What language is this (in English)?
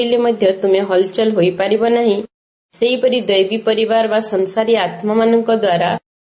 Odia